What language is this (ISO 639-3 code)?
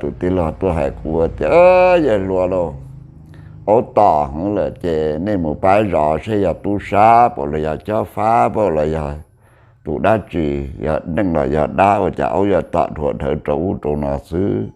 hmn